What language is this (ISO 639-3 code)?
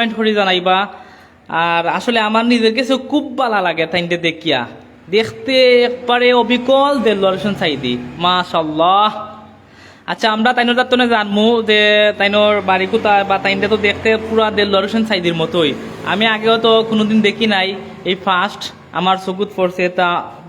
syl